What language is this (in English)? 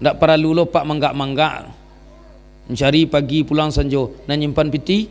Minangkabau